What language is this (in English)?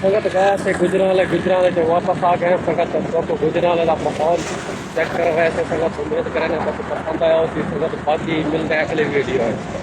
Saraiki